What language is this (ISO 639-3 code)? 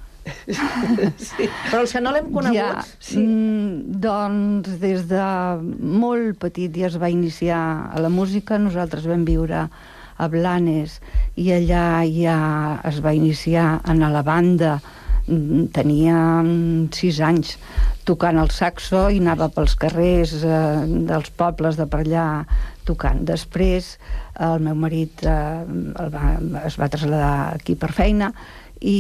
cat